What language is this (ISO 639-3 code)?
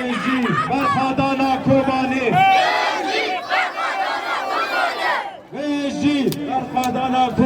kur